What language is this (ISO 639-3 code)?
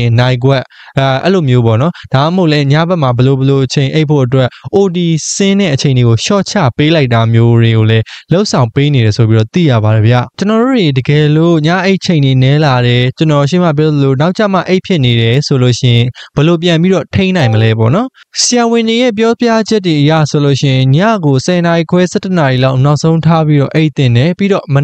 mya